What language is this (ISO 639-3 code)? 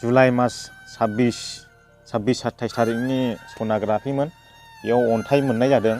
brx